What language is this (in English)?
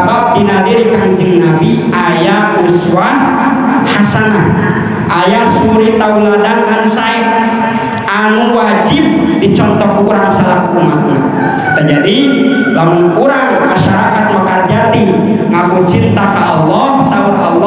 Sundanese